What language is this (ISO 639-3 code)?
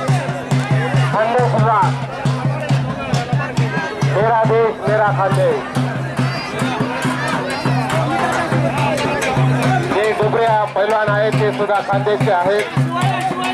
mar